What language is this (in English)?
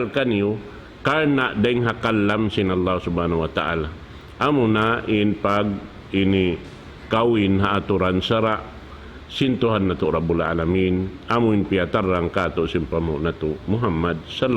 Tausug